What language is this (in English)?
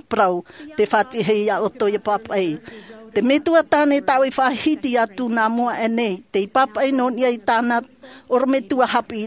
Tahitian